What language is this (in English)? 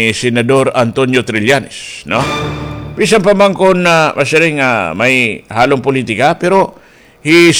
Waray